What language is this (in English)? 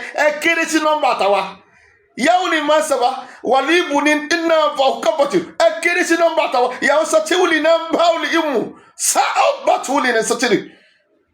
Yoruba